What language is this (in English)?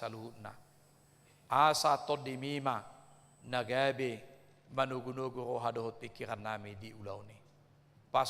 Batak Toba